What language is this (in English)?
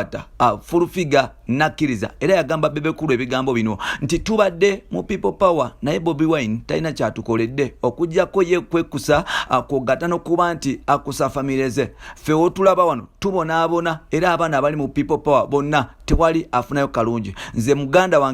Ganda